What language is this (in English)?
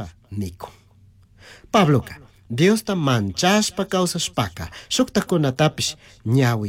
Chimborazo Highland Quichua